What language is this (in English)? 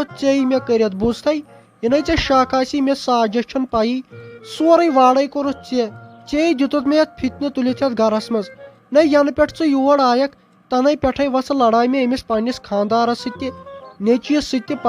Kashmiri